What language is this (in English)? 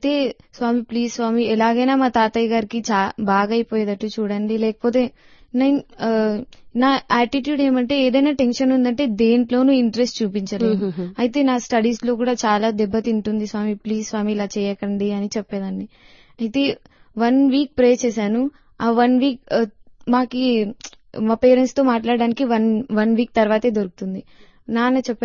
Telugu